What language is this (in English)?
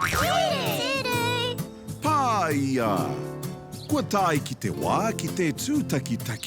Māori